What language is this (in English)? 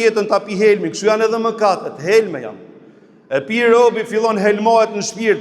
Albanian